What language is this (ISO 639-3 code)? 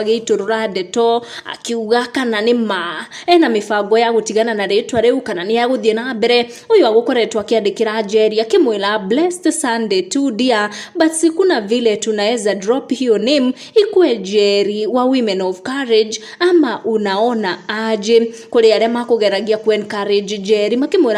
kik